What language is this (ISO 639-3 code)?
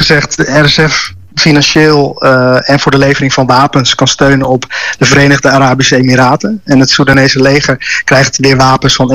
nld